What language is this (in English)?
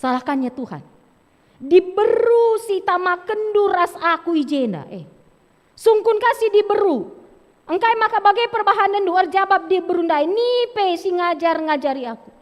Batak Karo